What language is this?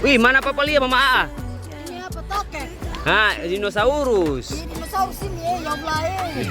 Ambonese Malay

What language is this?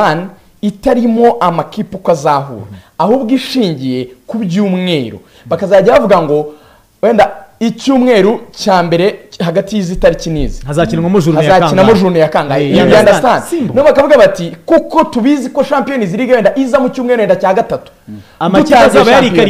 Kinyarwanda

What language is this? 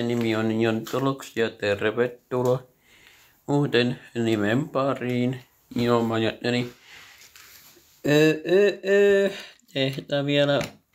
Finnish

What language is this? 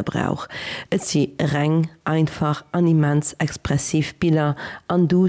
Luxembourgish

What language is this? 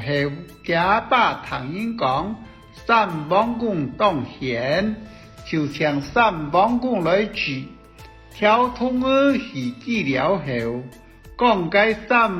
Hakka Chinese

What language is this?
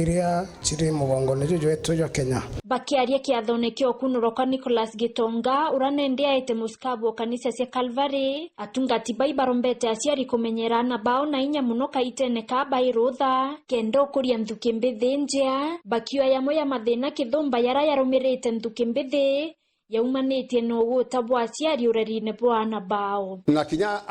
Meru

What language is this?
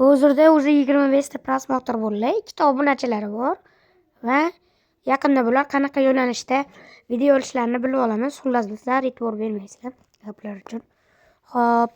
Uzbek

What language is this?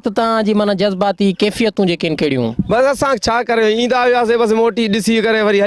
Sindhi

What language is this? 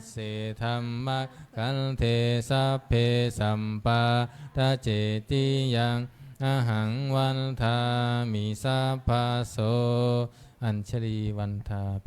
Pali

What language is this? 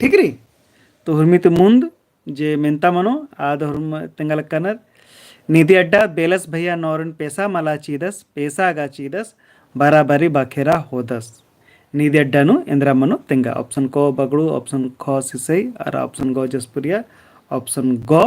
Kurukh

